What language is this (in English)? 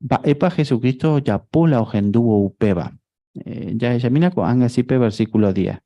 Guarani